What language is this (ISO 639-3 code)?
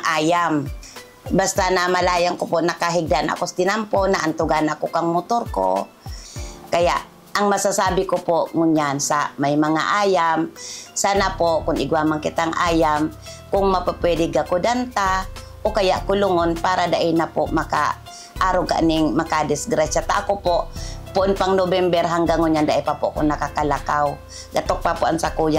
bik